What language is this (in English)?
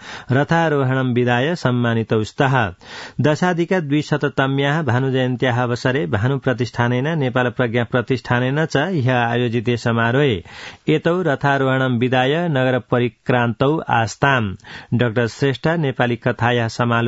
Sanskrit